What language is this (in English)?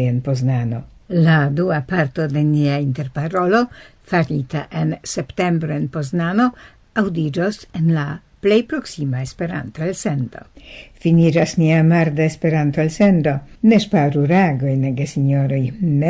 Esperanto